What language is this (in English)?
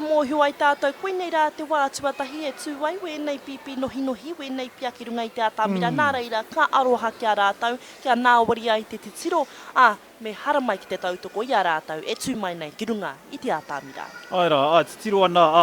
Māori